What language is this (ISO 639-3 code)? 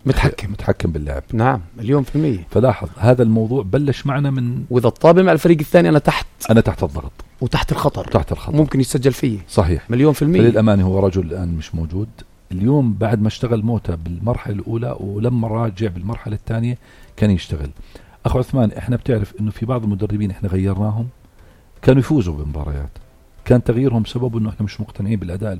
apc